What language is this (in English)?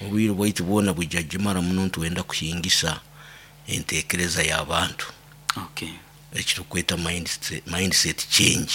Nyoro